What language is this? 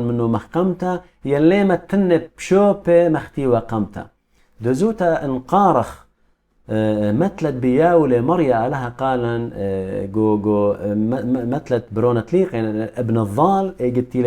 Assyrian Neo-Aramaic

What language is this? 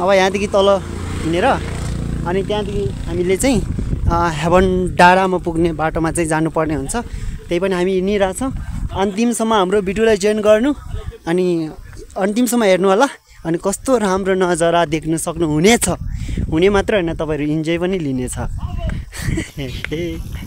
Nepali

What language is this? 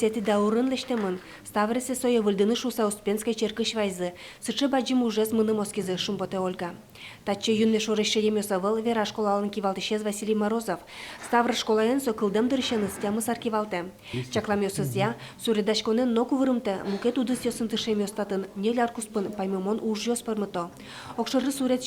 Udmurt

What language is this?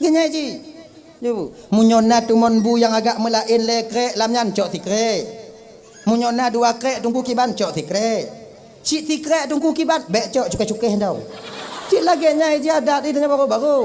Achinese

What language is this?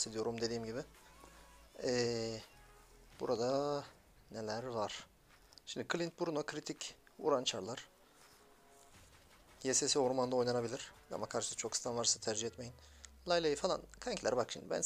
Turkish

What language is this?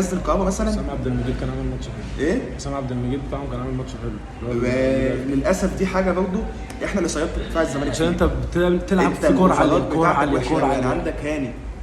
Egyptian Arabic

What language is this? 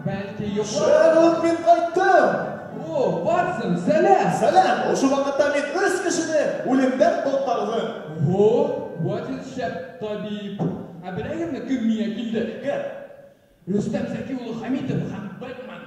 Bashkir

